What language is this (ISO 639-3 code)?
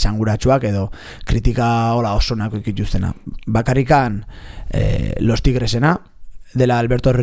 eus